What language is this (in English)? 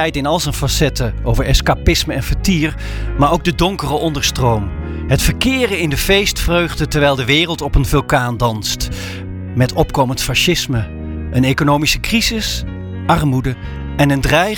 Dutch